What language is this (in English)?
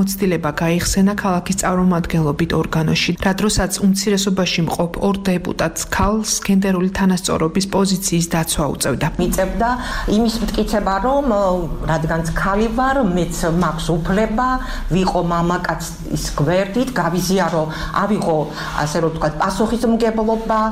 Georgian